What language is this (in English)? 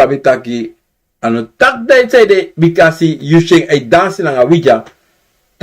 Sranan Tongo